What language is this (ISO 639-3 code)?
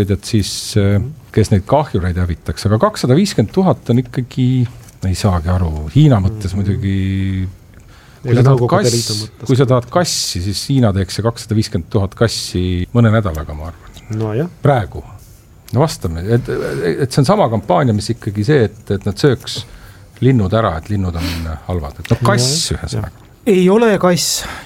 est